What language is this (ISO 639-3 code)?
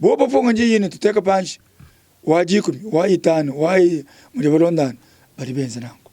lua